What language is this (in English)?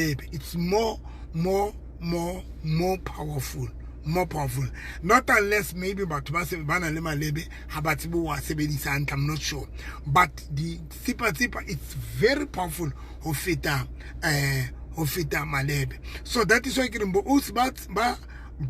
Southern Sotho